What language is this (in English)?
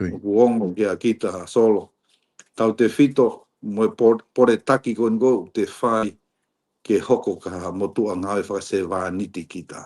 Tongan